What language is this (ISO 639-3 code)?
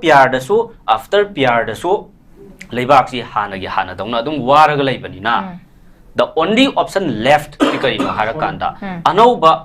mni